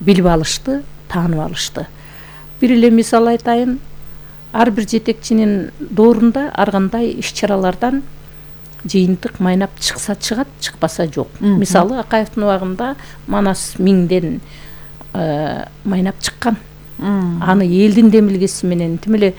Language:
Kyrgyz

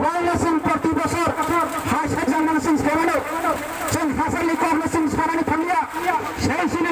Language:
Kok Borok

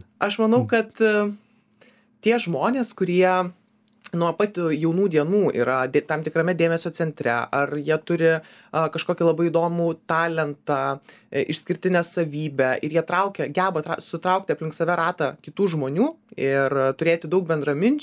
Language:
Lithuanian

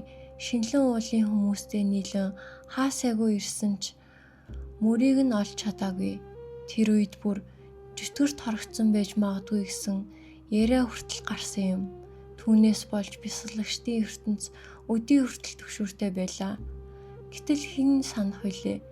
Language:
Mongolian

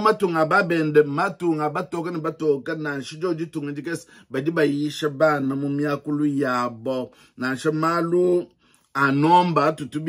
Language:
Luba-Lulua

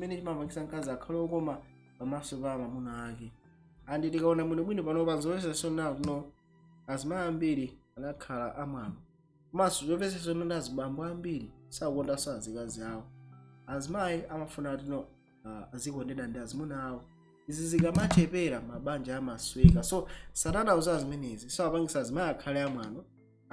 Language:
Nyanja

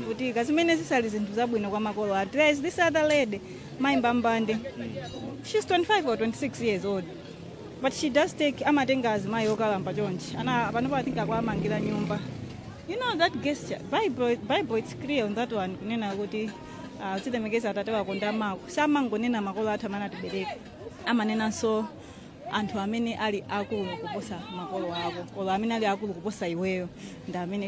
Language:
Nyanja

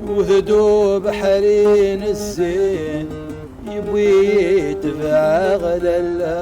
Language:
Kabyle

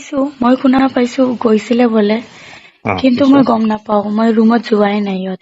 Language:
Assamese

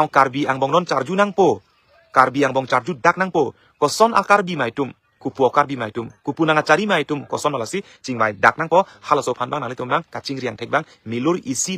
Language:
Karbi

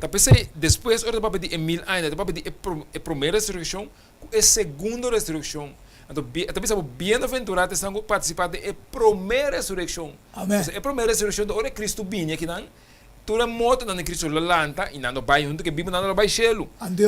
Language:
Papiamento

